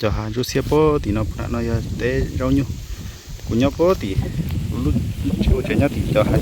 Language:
Hmong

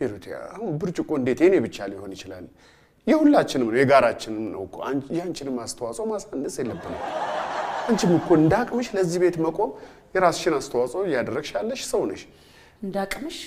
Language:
Amharic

